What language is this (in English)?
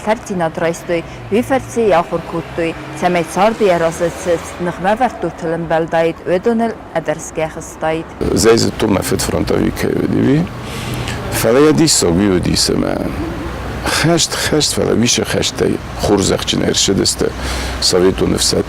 Ossetic